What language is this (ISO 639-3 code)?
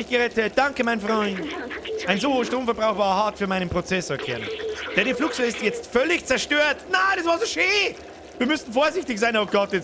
bar